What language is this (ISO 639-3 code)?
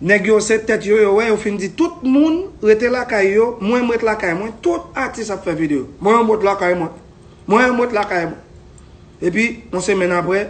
hat